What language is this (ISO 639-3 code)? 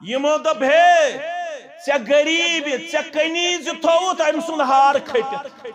kas